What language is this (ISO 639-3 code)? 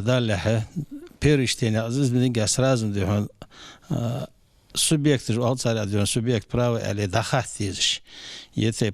inh